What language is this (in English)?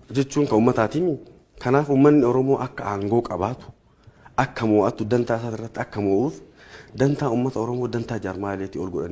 Oromo